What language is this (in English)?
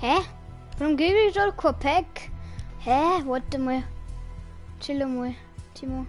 Bavarian